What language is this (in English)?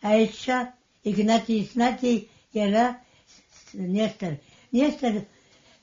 Abkhazian